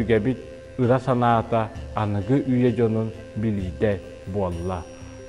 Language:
Yakut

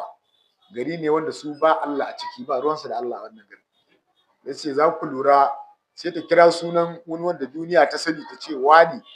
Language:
Hausa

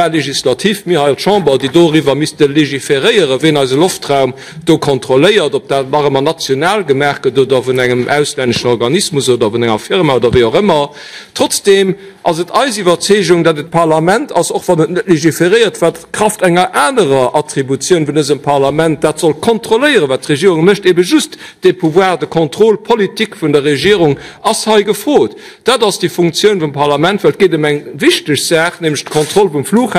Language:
Luxembourgish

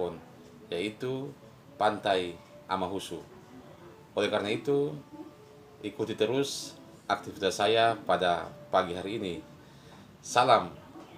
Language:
Ambonese Malay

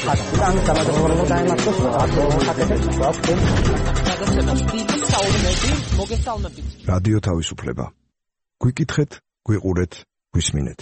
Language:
Georgian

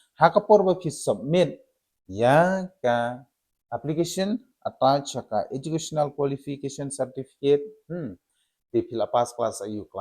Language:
Khasi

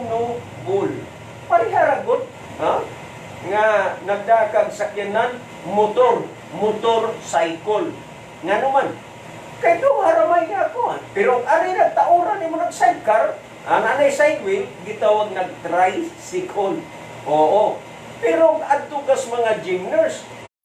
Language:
Cebuano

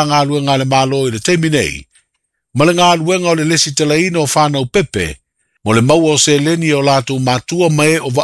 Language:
Samoan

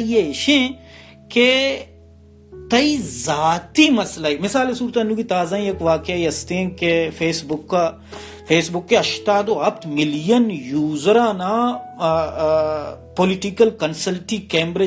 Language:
Baluchi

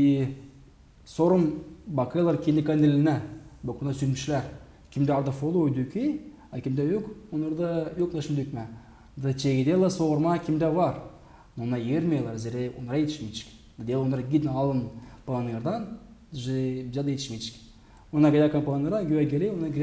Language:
Gagauz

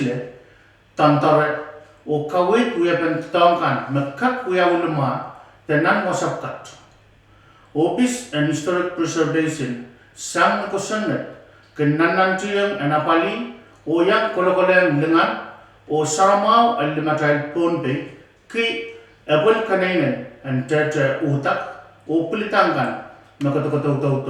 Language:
Pohnpeian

